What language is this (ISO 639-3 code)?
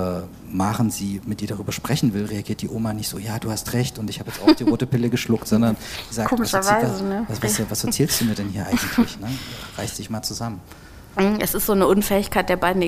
deu